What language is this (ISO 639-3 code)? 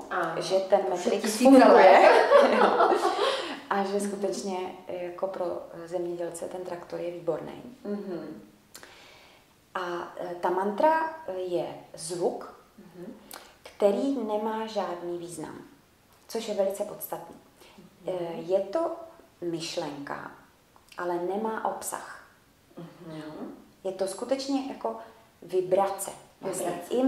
ces